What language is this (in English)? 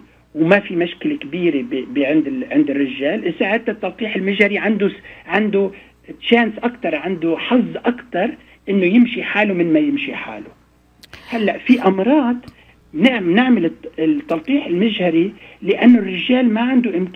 North Levantine Arabic